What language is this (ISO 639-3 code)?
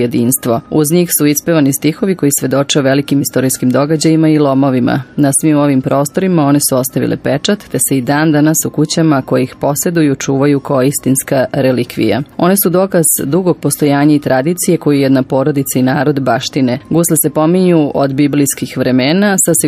srp